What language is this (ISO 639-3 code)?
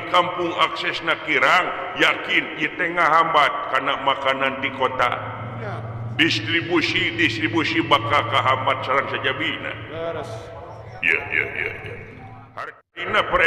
sun